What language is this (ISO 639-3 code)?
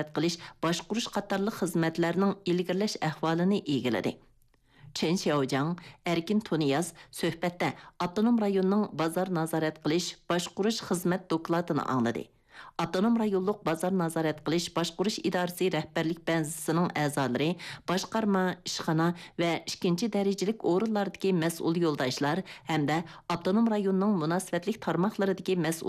uig